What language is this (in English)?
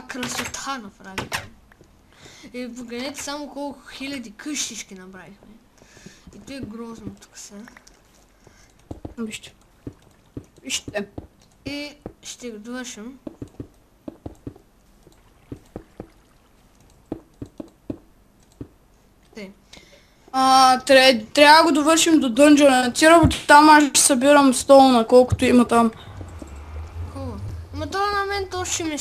Bulgarian